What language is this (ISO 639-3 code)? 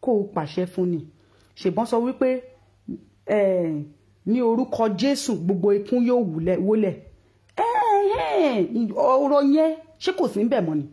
yor